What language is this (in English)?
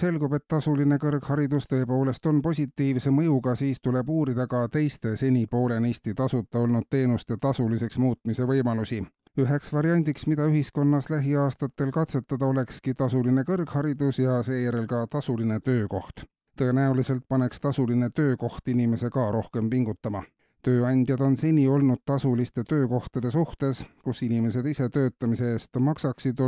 Estonian